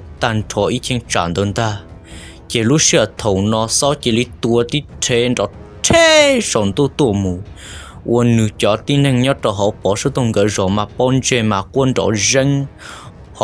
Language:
Hmong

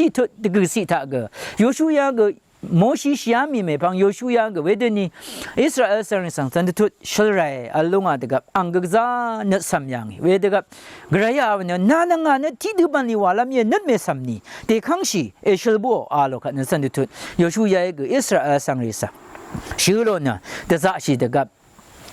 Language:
Rawang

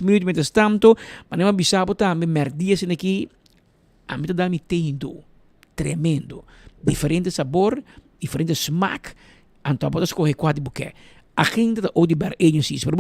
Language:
Papiamento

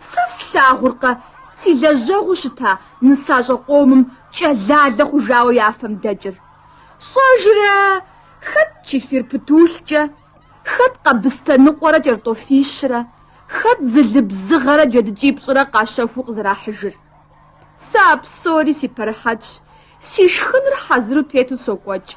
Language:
Kabardian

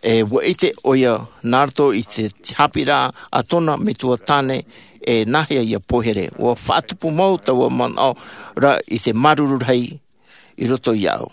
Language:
Tahitian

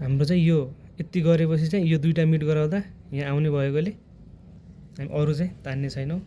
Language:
Nepali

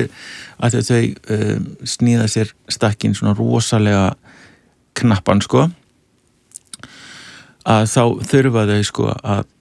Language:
Icelandic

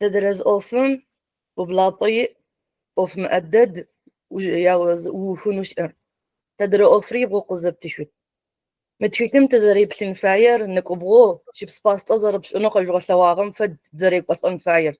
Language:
Adyghe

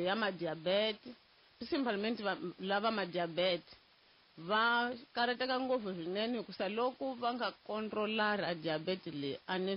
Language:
Tsonga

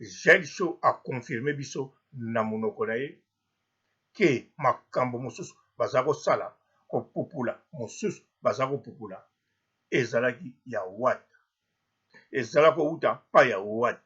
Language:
Lingala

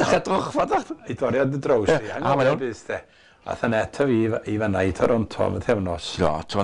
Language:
Welsh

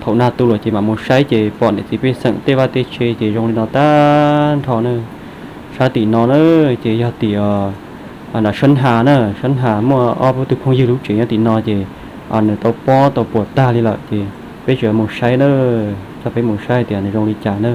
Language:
Hmong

